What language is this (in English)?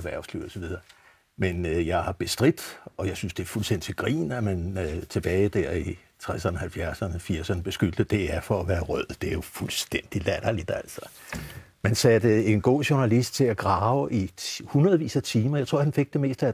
Danish